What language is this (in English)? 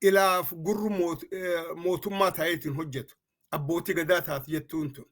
Oromo